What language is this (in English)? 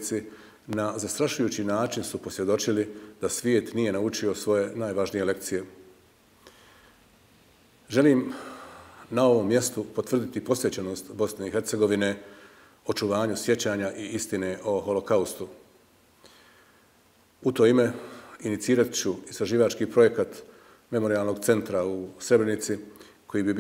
Bosnian